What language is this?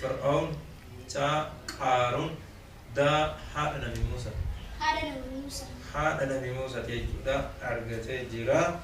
Oromo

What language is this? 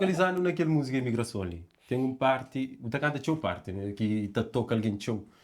Kabuverdianu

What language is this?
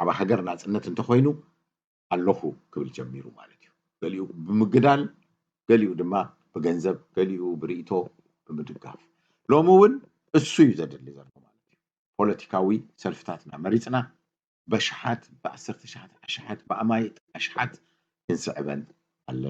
Tigrinya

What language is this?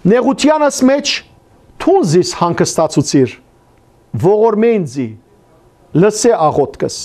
Western Armenian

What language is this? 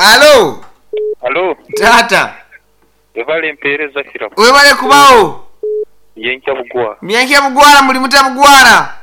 Nyoro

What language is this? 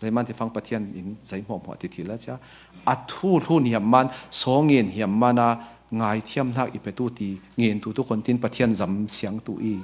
Falam Chin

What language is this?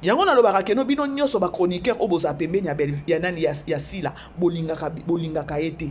Lingala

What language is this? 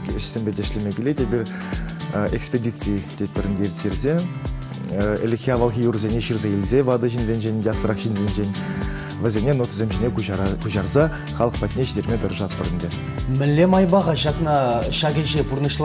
Chuvash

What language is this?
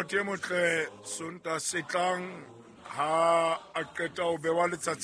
Southern Sotho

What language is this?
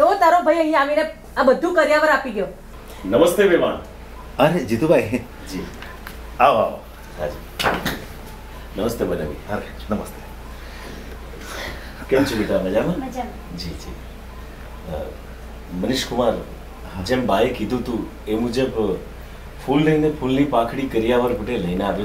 Gujarati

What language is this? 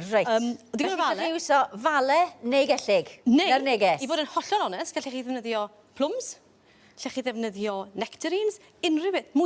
Welsh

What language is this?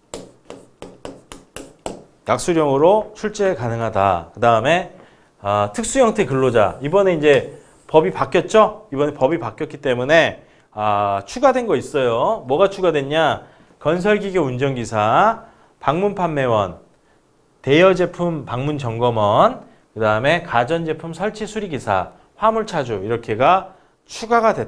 Korean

